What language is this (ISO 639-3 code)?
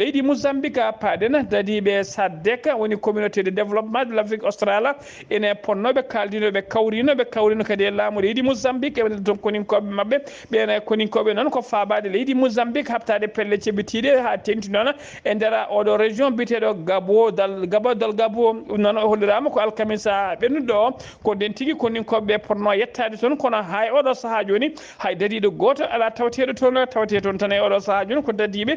ful